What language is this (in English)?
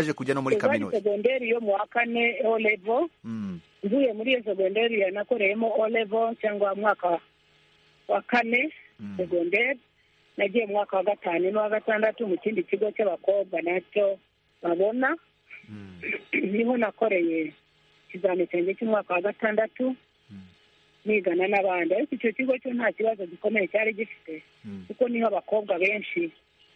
Kinyarwanda